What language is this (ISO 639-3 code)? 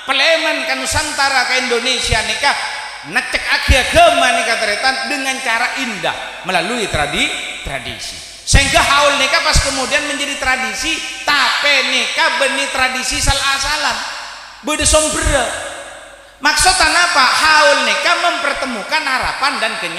mad